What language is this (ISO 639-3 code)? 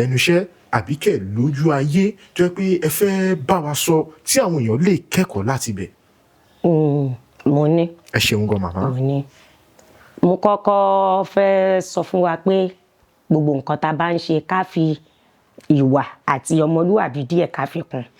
yor